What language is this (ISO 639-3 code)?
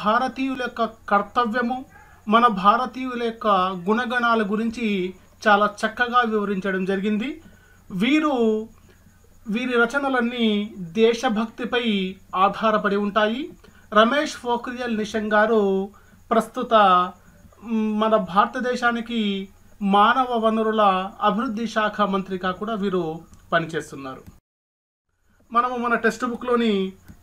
tel